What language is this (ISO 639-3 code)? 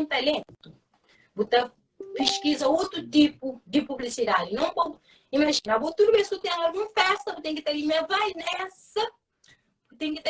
kea